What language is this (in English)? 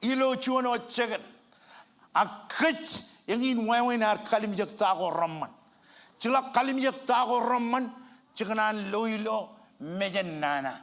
Marshallese